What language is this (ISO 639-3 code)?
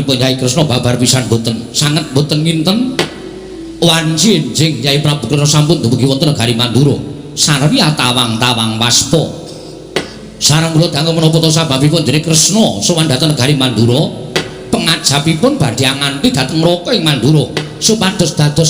jav